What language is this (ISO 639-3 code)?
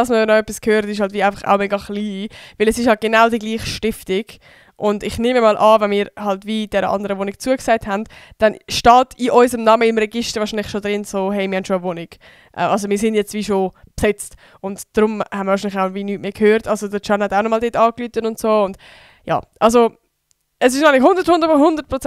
gsw